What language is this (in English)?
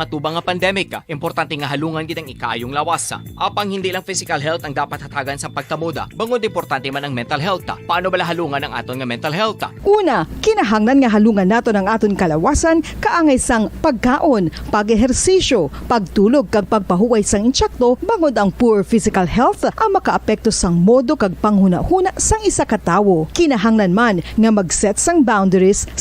Hiligaynon